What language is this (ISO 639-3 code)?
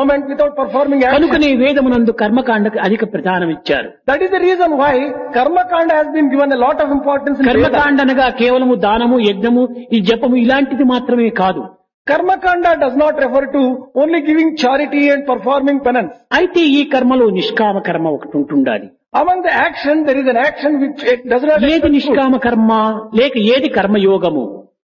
tel